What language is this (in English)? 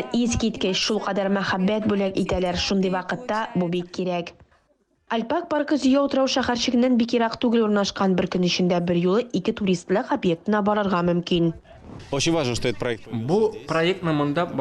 Tatar